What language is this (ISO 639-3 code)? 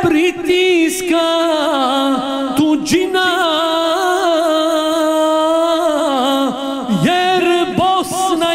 bos